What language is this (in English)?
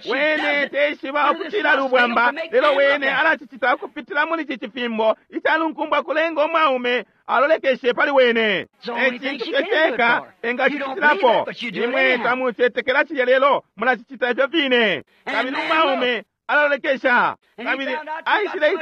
Bemba